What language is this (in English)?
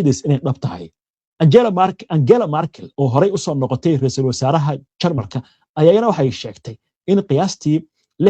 Somali